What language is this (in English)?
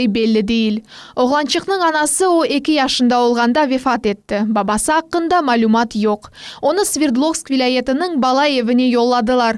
Crimean Tatar